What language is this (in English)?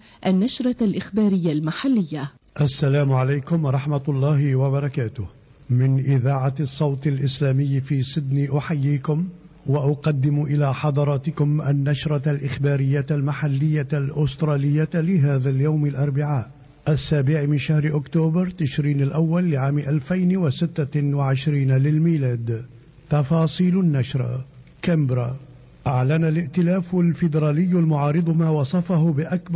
Arabic